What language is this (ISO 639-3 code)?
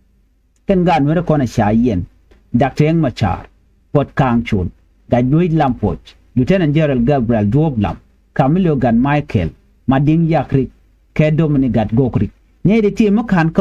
nus